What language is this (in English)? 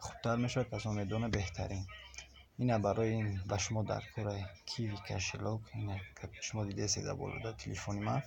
Tajik